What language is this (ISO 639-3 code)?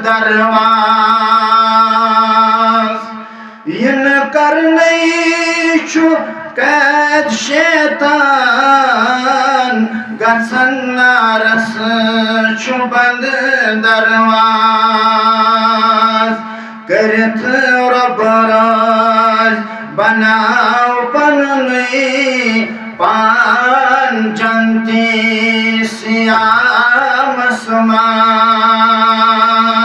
kas